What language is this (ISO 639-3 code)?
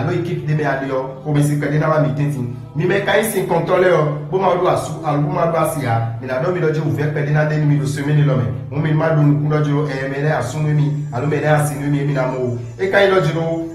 fon